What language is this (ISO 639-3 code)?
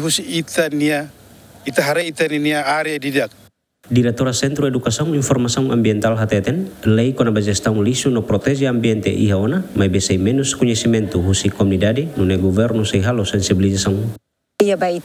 tet